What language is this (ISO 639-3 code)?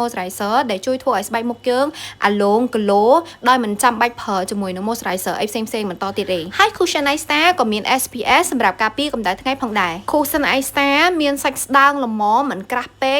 khm